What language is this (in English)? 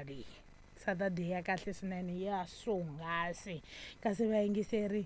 Tsonga